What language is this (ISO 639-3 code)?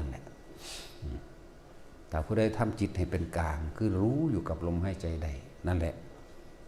lao